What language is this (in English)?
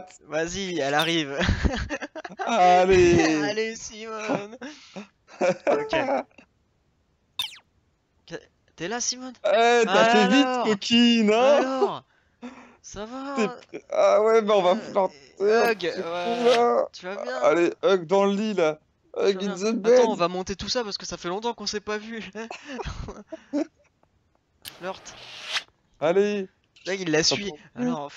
French